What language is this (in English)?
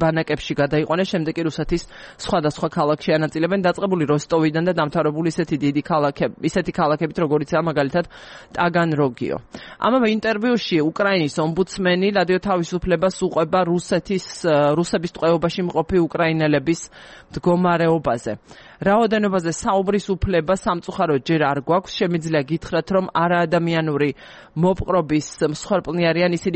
Georgian